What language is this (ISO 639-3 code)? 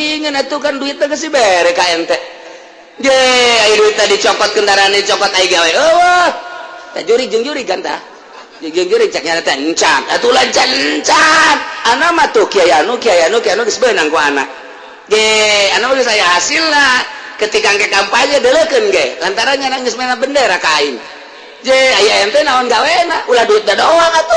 sun